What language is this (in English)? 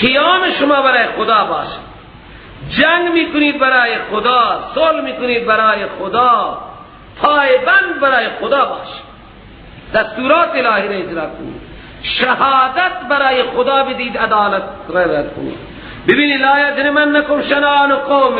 Persian